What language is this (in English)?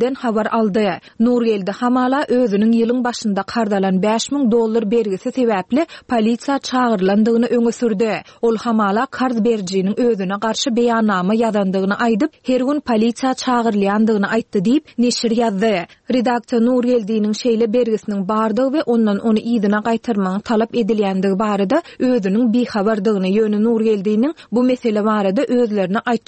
Turkmen